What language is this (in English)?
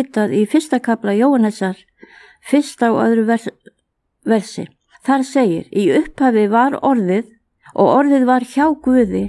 Icelandic